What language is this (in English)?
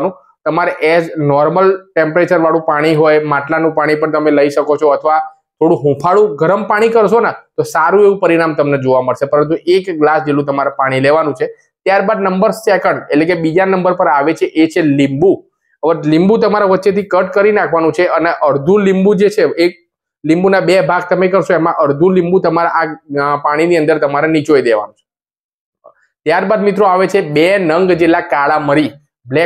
Gujarati